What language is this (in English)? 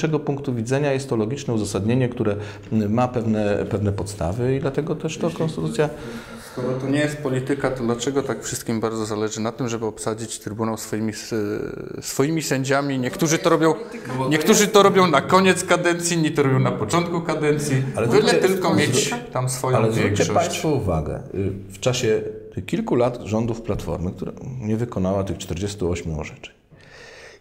Polish